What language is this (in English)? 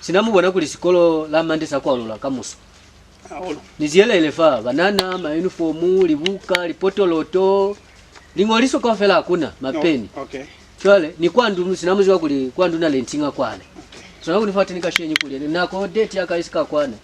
Lozi